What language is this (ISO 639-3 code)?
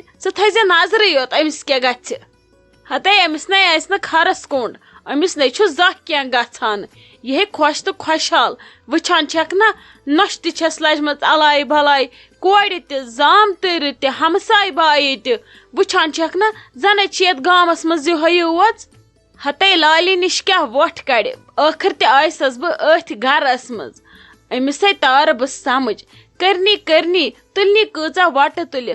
kas